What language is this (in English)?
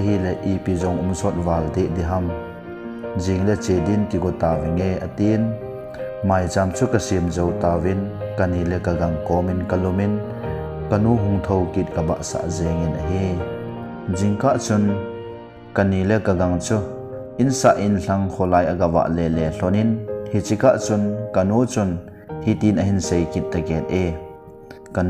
Thado Chin